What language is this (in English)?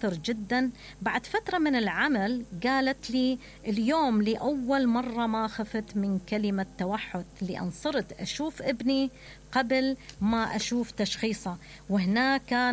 Mesopotamian Arabic